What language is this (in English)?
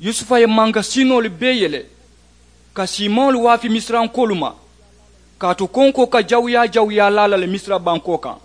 Mandingo